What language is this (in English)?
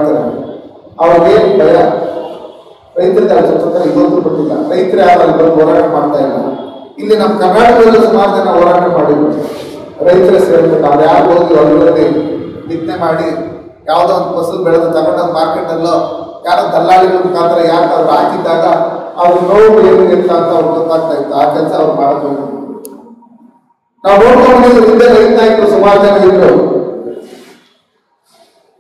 Kannada